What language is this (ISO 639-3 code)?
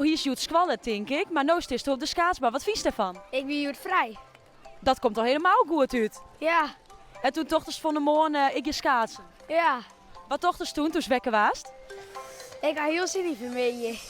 fry